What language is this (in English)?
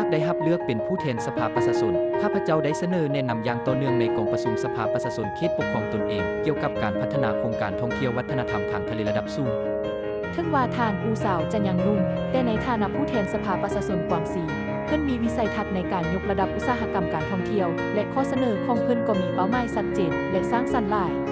Lao